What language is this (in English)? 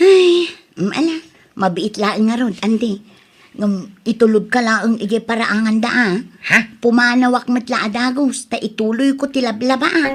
Iloko